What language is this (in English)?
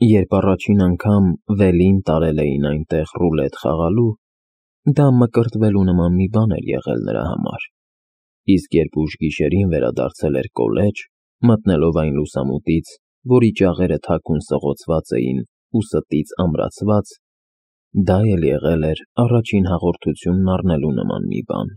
Armenian